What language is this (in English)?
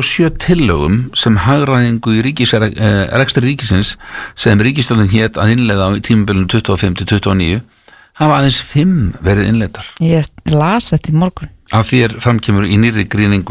Icelandic